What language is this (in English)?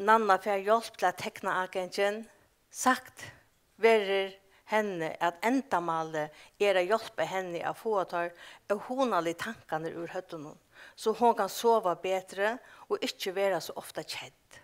Faroese